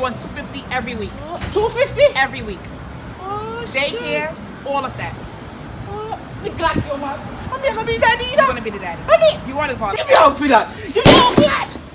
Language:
Jamaican Creole English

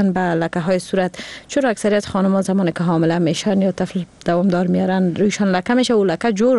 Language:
Persian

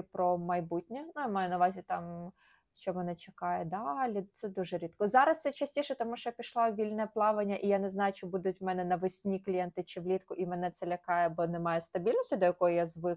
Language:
Ukrainian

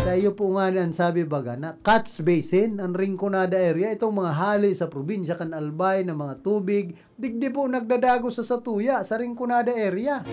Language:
Bikol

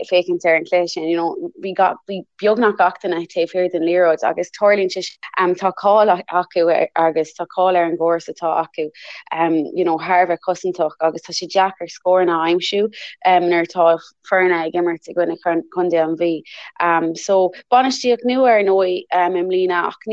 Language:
Irish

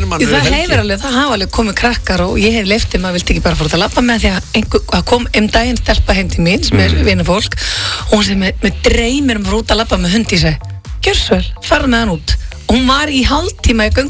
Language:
Icelandic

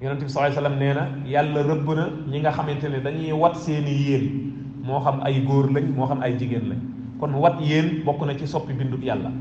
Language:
Wolof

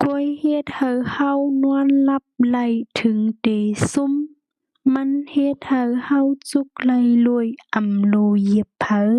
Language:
Shan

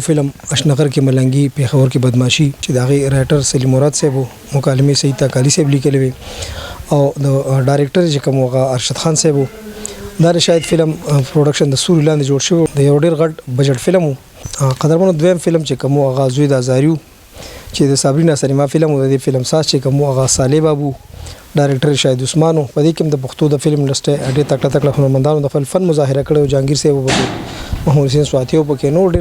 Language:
Pashto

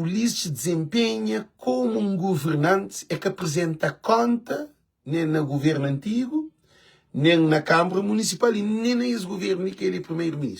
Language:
Kabuverdianu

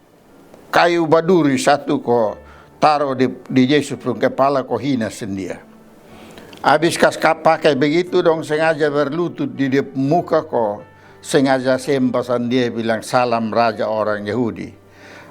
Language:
Kupang Malay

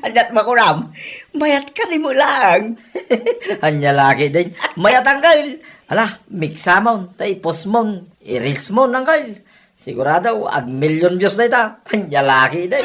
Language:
Iloko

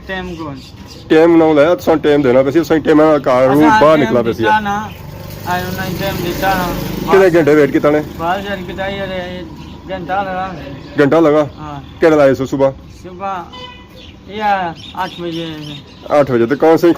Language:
Pahari-Potwari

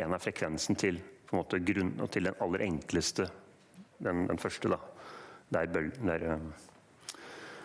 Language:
Norwegian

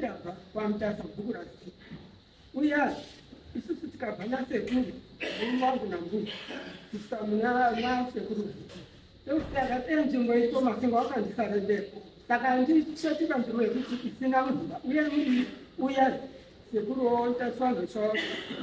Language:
Shona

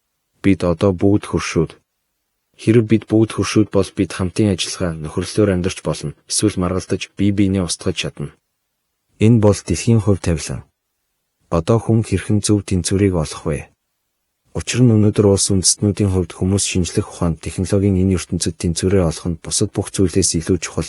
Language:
Mongolian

